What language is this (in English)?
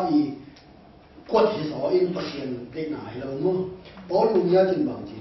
Tedim Chin